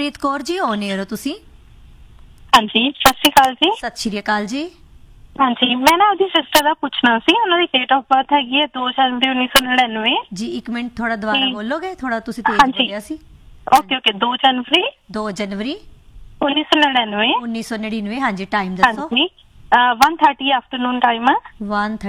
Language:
Punjabi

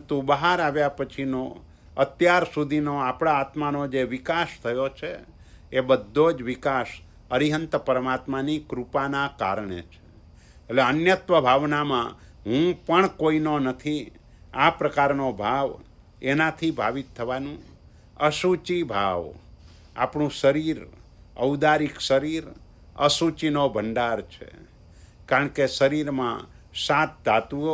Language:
Gujarati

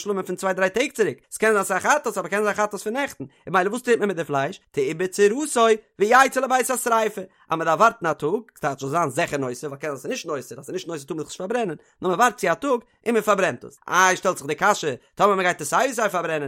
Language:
Yiddish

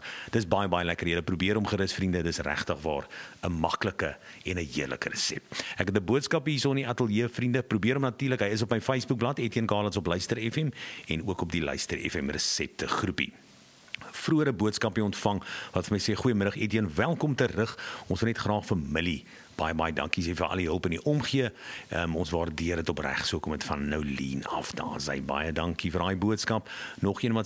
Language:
Afrikaans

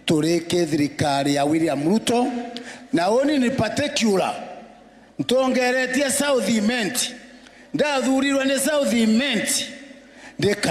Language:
Meru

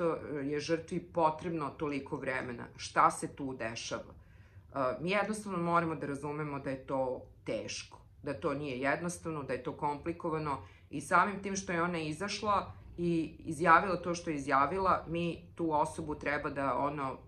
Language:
Serbian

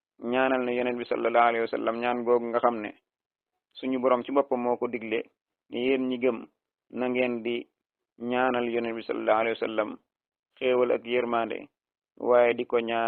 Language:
Wolof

